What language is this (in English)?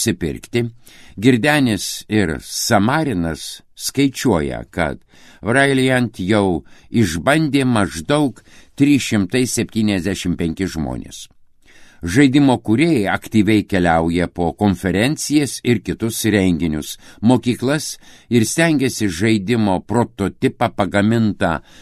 Lithuanian